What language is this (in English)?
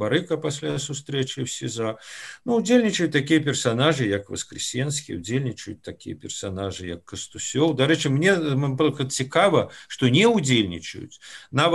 Belarusian